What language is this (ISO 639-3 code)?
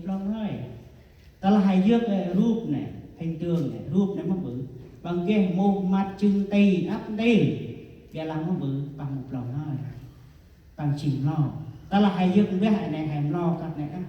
cmo